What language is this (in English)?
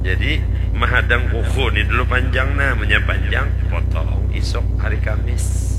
Banjar